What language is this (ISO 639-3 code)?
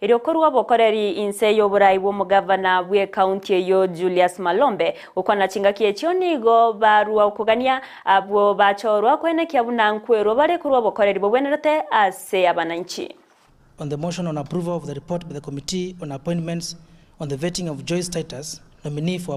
guz